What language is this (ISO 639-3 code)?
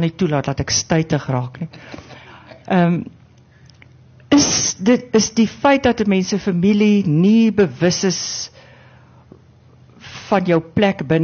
afr